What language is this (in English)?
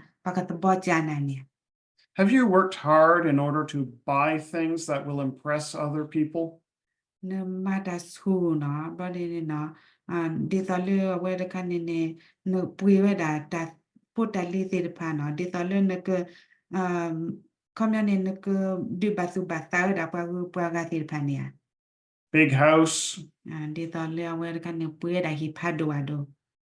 S'gaw Karen